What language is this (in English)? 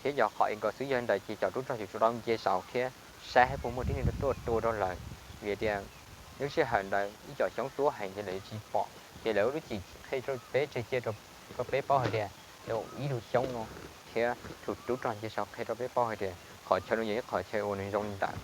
Hmong